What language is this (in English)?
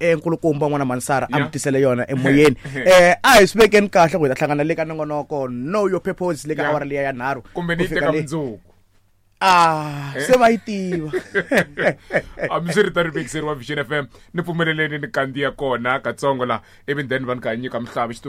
Tsonga